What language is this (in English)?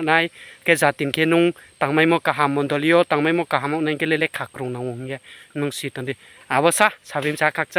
Riang (India)